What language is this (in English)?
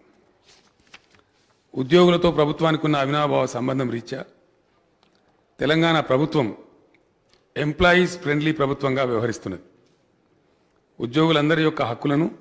Telugu